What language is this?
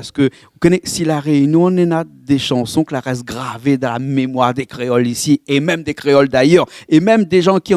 Réunion Creole French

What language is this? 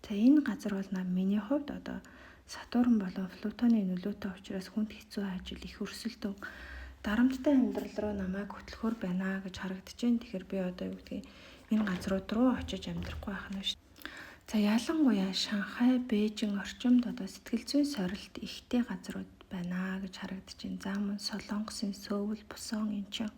Mongolian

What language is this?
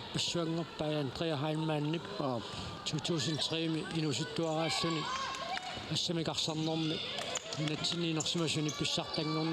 Kalaallisut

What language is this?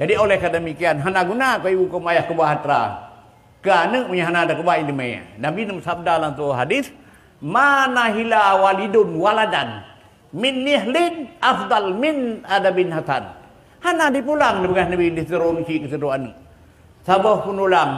Achinese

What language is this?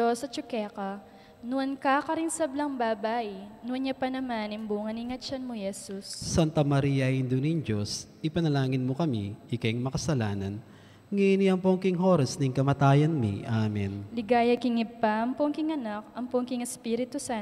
Pampanga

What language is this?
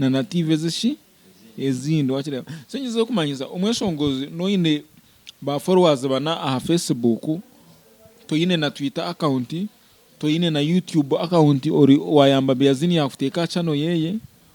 Nyankole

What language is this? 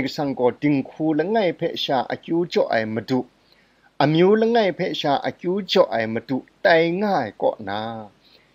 Kachin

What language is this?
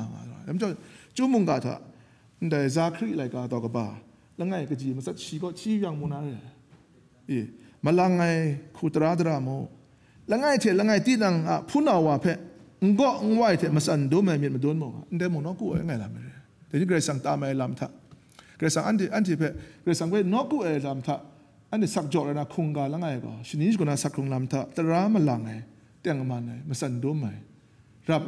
Kachin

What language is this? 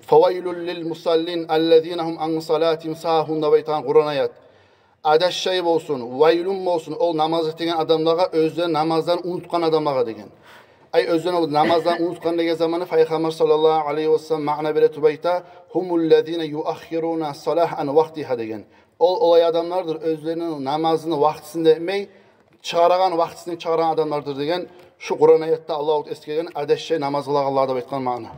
Kumyk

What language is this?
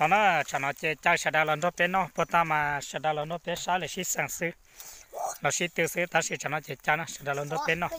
Hmong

